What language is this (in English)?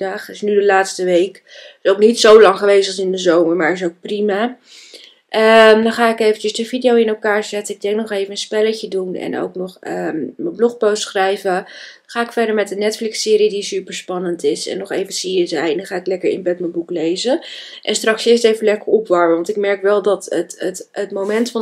Dutch